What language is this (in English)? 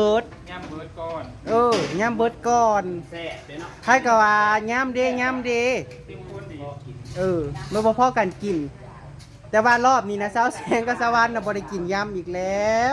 Northeastern Thai